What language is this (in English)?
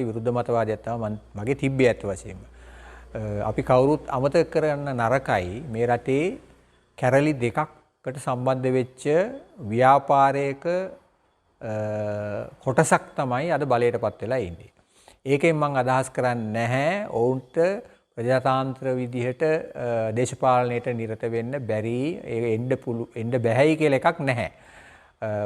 Sinhala